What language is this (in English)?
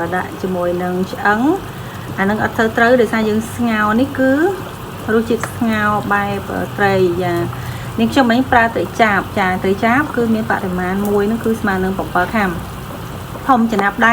Khmer